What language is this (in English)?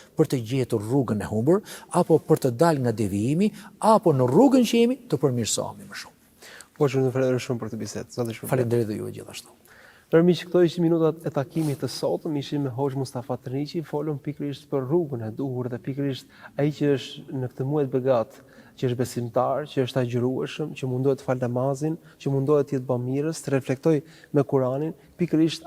Albanian